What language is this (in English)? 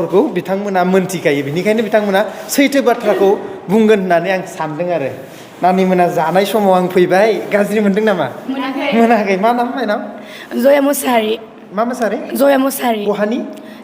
Bodo